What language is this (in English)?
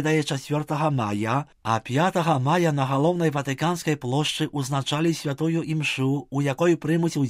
Belarusian